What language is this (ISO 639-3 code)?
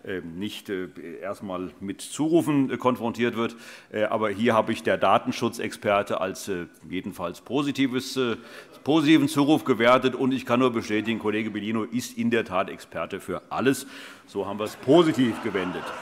deu